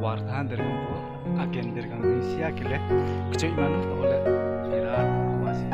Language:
Riang (India)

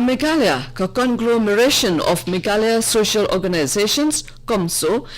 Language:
Khasi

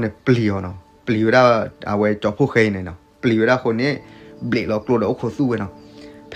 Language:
S'gaw Karen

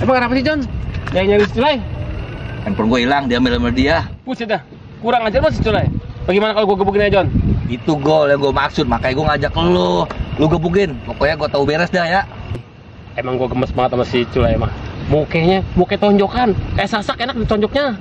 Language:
Betawi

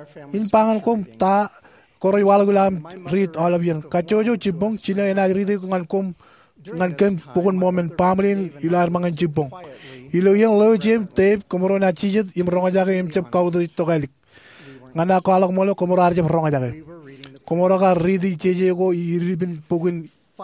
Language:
Marshallese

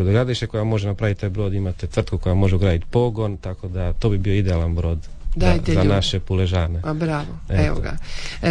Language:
Croatian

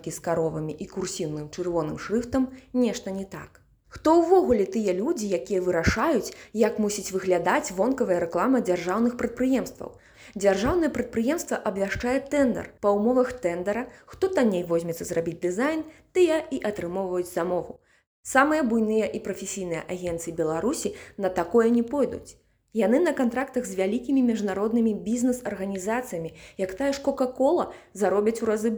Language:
Belarusian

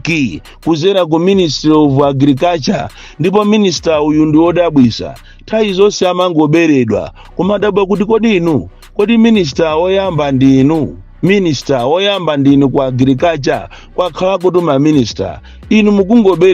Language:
Nyanja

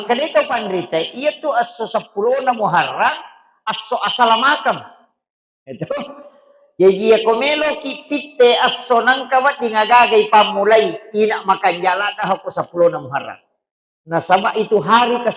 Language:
Buginese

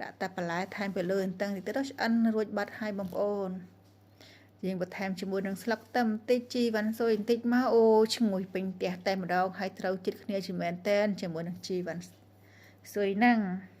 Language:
Khmer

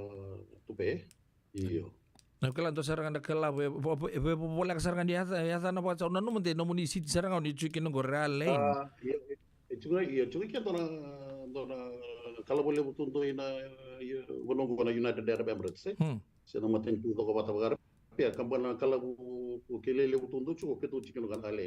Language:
Fijian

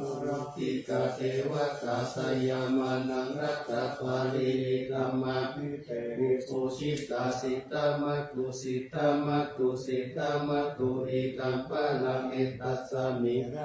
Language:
Pali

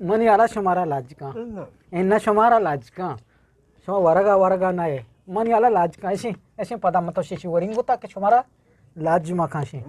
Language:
Eastern Balochi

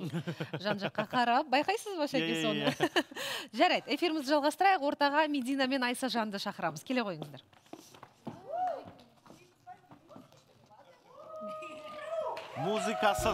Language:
Kazakh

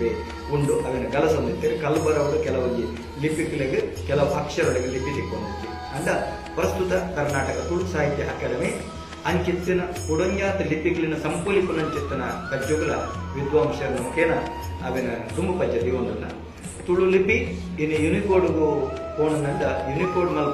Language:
Tulu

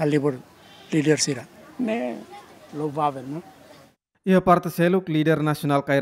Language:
Tetum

